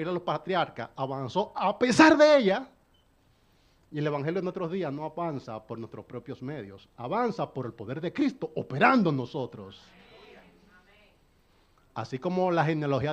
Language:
Spanish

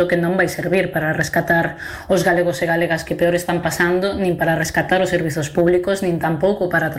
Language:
Galician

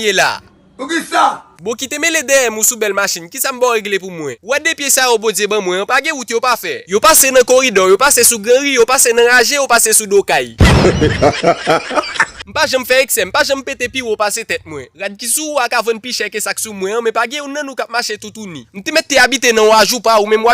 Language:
Haitian Creole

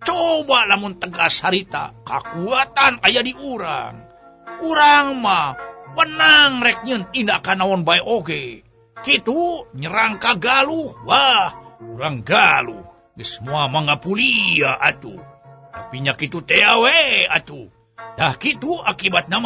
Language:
Sundanese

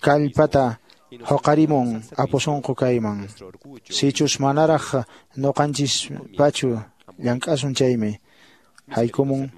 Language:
Quechua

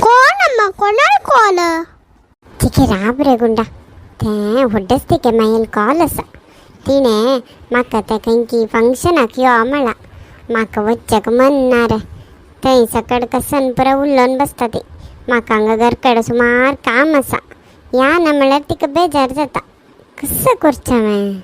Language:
Konkani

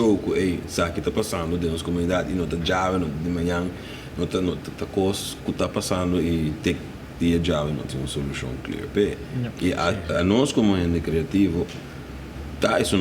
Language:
Papiamento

